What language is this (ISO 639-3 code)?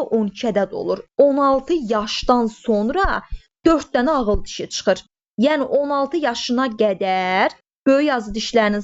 aze